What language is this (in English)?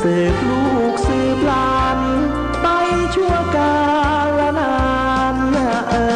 Pali